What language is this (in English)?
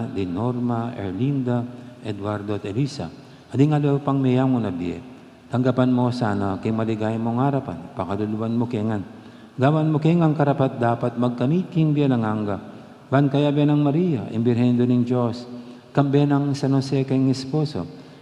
Pampanga